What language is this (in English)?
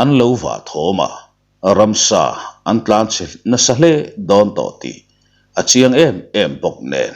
Mizo